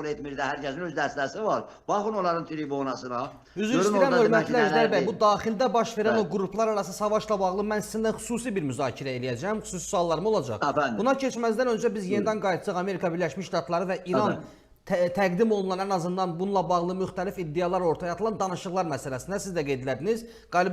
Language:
Azerbaijani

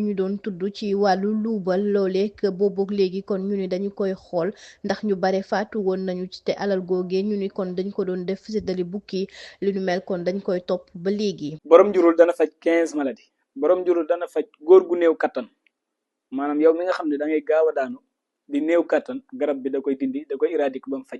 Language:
Wolof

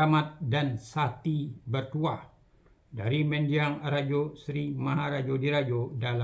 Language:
Minangkabau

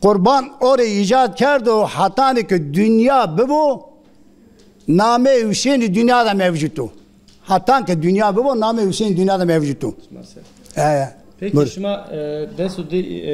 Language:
Zaza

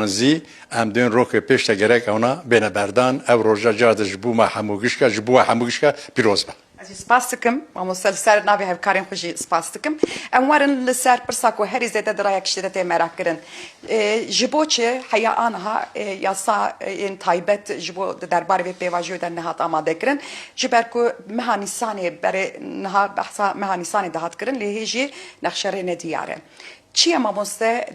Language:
Kurdish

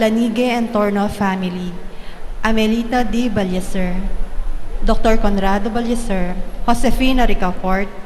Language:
Pampanga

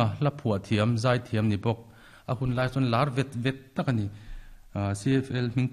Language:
Mizo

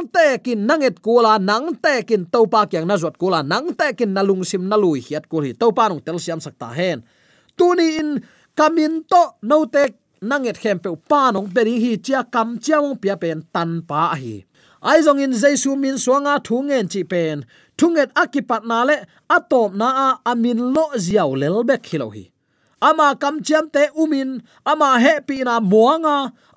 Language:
Tedim Chin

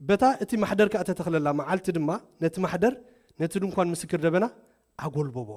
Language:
Tigrinya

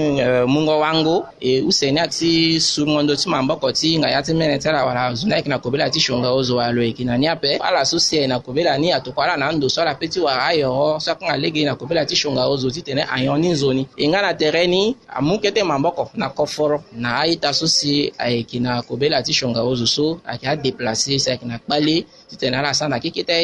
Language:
Sango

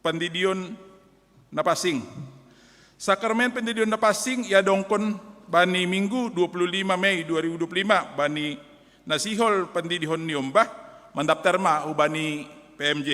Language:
Batak Simalungun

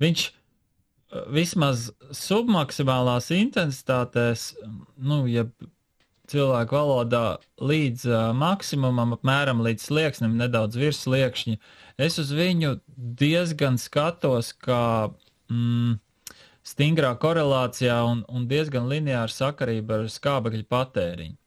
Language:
Latvian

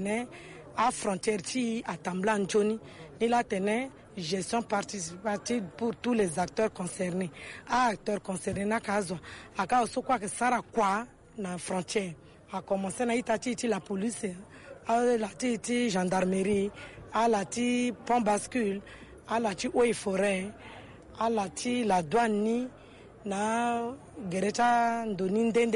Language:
Sango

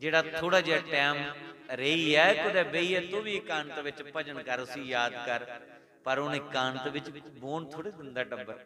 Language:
Dogri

